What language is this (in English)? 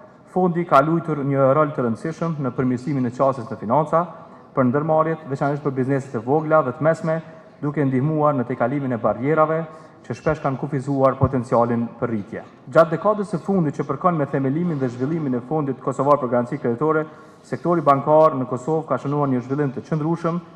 Albanian